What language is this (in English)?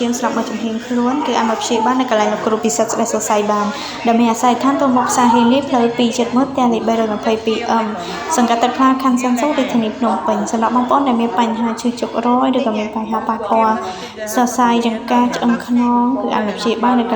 Khmer